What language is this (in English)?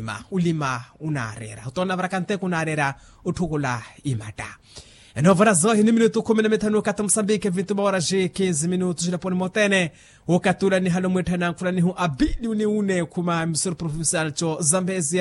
Makhuwa